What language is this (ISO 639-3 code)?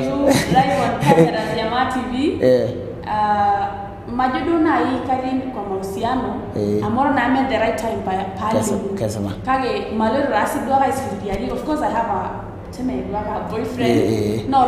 mas